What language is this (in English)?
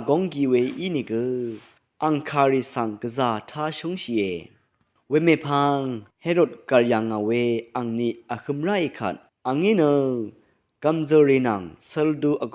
Rawang